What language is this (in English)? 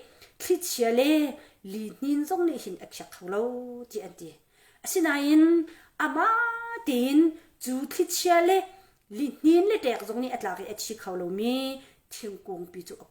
Hakha Chin